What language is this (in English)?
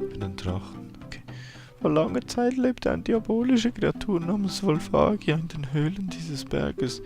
Swiss German